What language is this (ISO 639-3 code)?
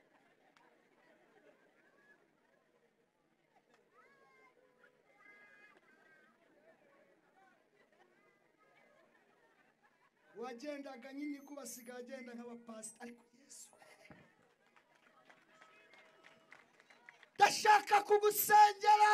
kin